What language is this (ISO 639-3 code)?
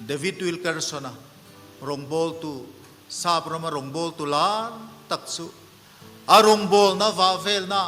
lus